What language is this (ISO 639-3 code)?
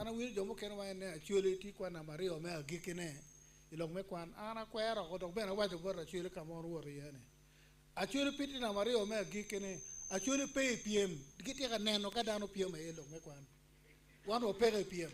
ach